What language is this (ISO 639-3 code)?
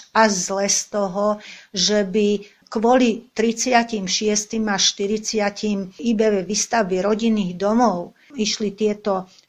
slk